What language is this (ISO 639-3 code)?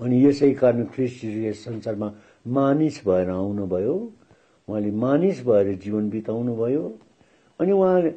nep